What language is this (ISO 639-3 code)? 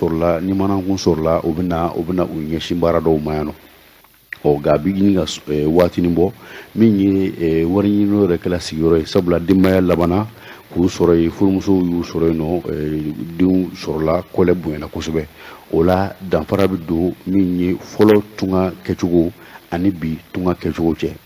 bam